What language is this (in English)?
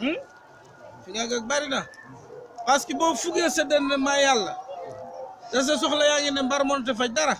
Wolof